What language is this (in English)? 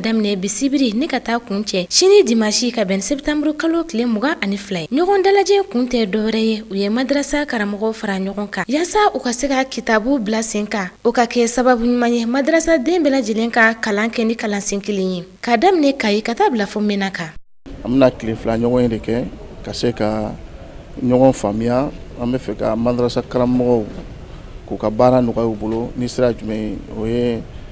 Bambara